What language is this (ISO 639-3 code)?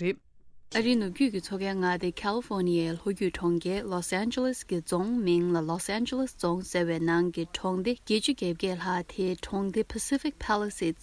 bod